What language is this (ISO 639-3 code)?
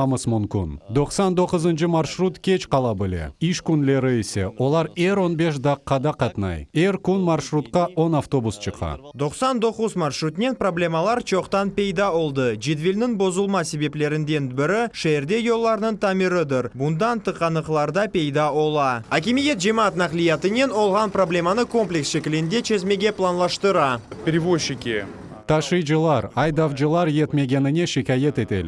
crh